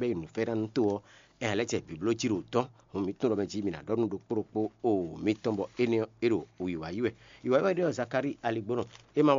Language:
Fon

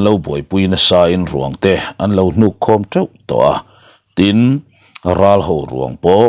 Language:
Mizo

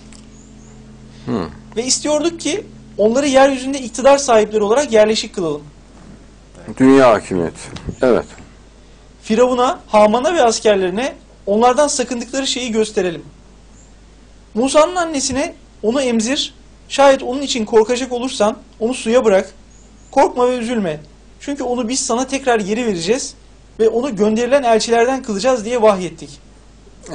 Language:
Turkish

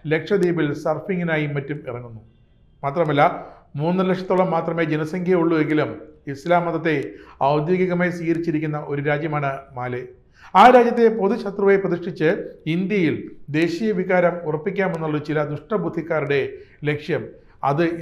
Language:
Malayalam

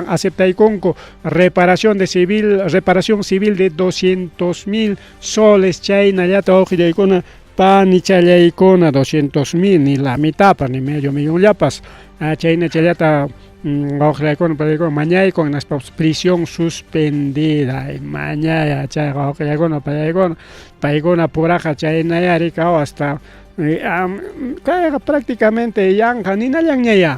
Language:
Ayacucho Quechua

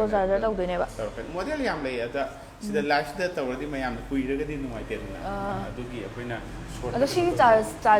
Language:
Manipuri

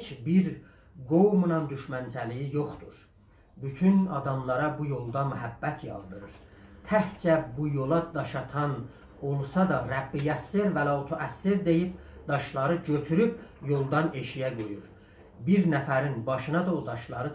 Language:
South Azerbaijani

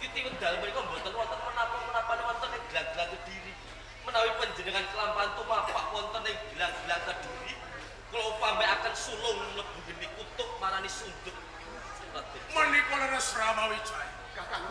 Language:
Javanese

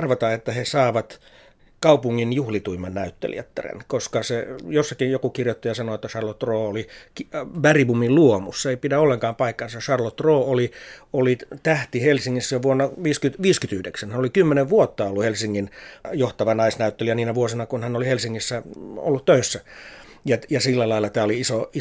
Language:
Finnish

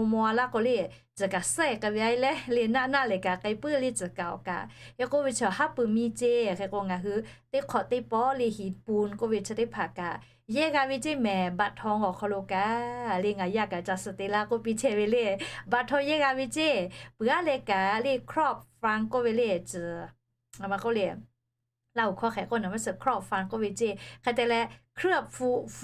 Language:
Lahu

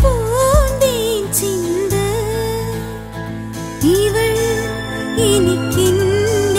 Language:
Malayalam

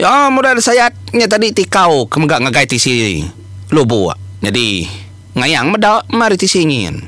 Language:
Iban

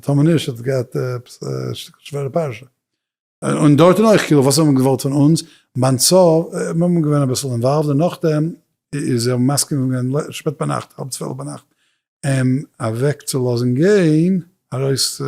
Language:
Yiddish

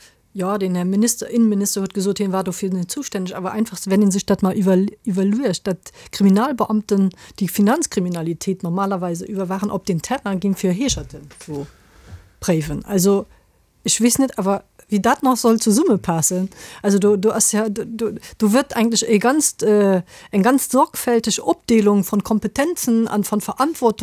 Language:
Luxembourgish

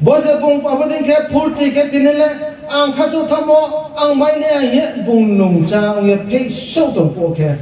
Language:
Riang (India)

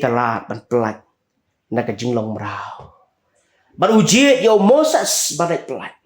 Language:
Khasi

